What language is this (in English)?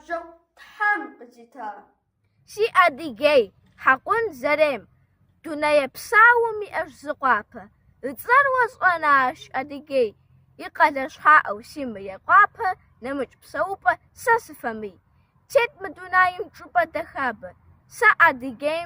Kabardian